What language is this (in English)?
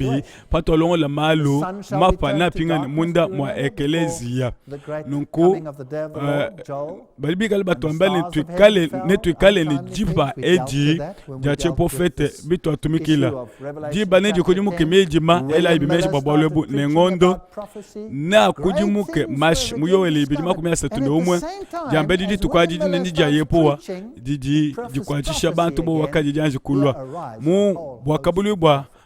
Luba-Lulua